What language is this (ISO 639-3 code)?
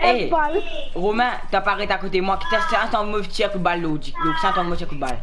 mfe